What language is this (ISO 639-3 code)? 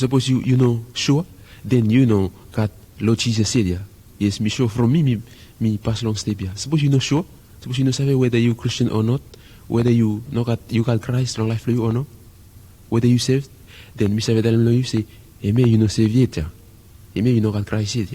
bis